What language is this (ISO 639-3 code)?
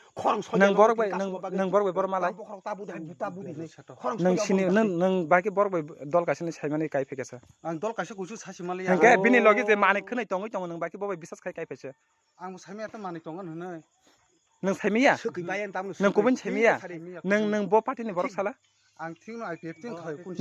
trp